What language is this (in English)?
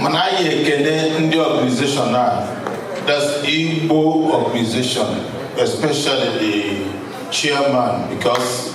Igbo